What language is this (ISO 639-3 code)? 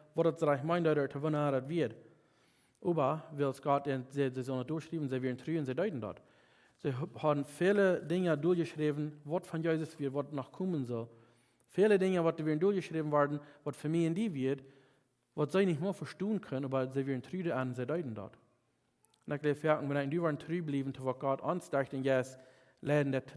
pdt